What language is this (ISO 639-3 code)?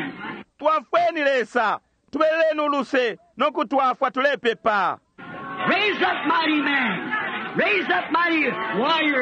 bem